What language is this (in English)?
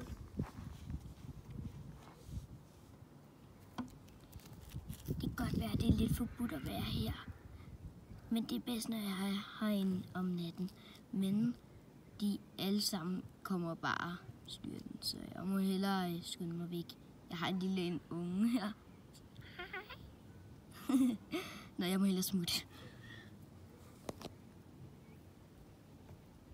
Danish